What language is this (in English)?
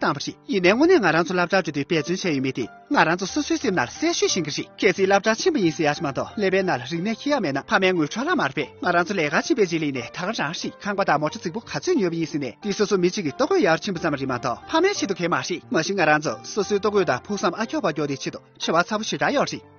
Tibetan